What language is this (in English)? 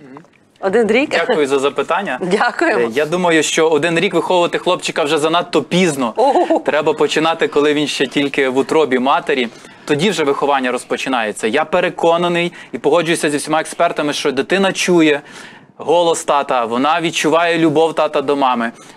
Ukrainian